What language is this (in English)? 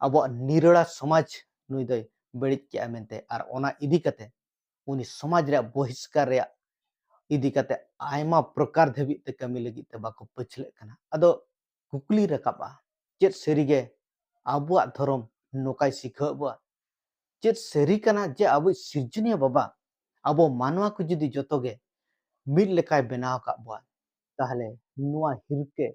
Santali